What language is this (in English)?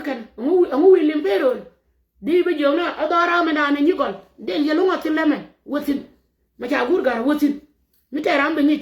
Nuer